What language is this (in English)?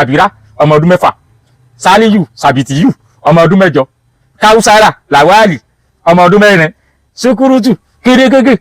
Yoruba